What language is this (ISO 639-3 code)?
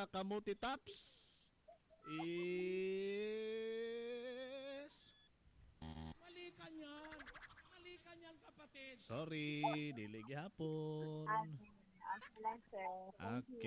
ceb